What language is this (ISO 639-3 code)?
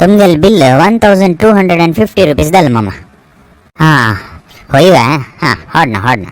kok